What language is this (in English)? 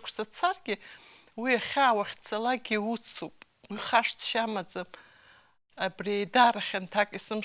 Abkhazian